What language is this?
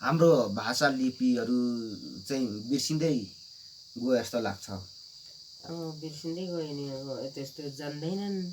Nepali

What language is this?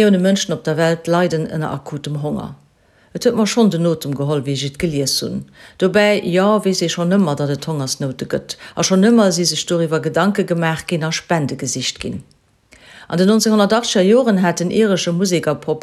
Luxembourgish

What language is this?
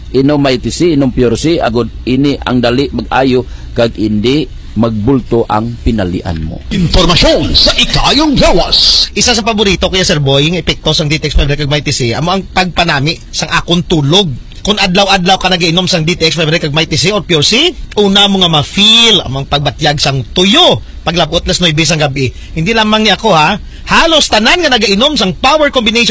Hiligaynon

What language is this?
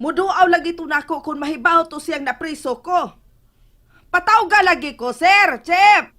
Cebuano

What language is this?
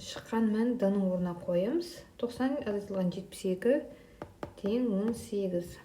Kazakh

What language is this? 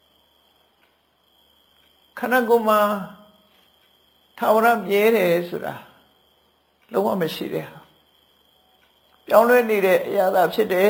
Burmese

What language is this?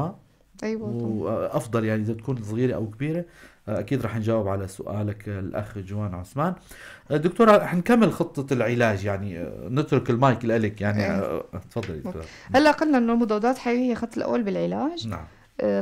North Levantine Arabic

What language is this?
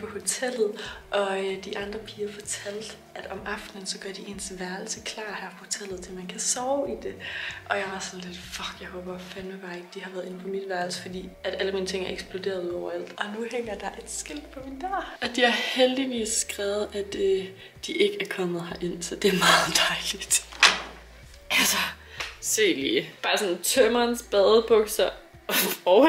Danish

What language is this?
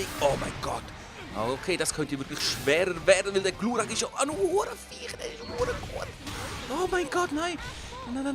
Swiss German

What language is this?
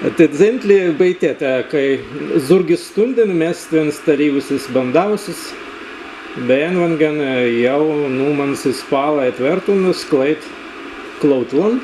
Prussian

